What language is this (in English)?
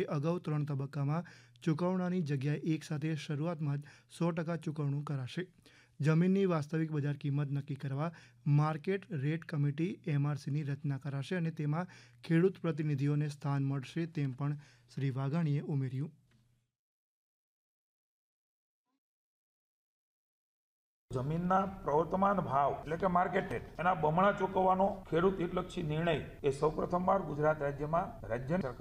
Gujarati